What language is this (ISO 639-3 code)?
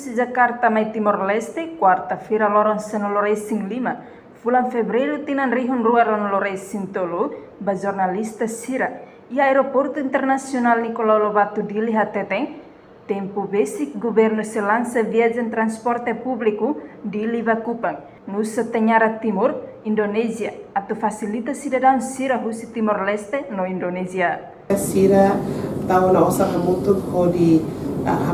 tet